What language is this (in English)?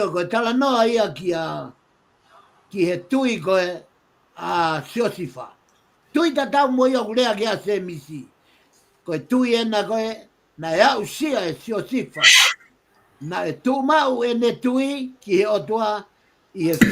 Tongan